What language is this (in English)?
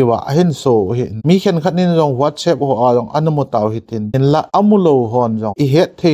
Thado Chin